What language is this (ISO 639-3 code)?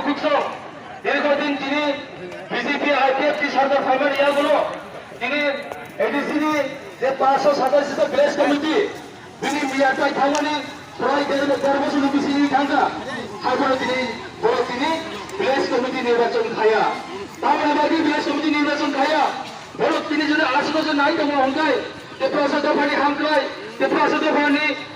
trp